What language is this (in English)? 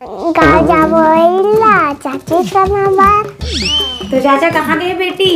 Chhattisgarhi